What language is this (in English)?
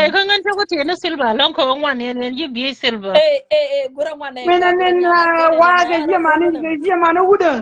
Nuer